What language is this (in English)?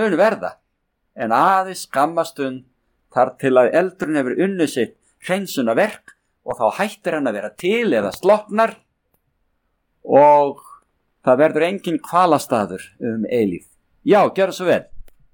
Icelandic